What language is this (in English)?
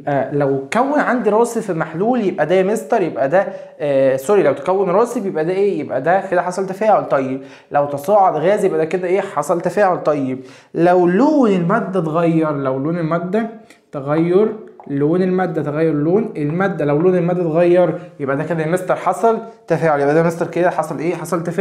Egyptian Arabic